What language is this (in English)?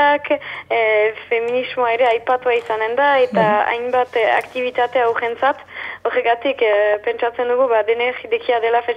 Basque